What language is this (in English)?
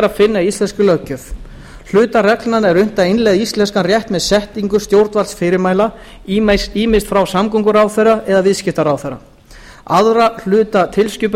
Icelandic